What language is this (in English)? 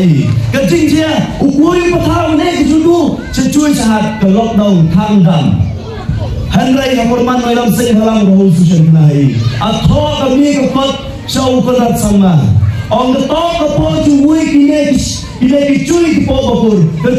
Khasi